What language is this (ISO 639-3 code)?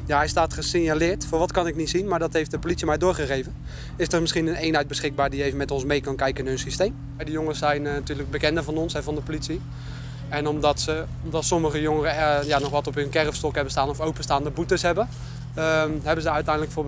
nld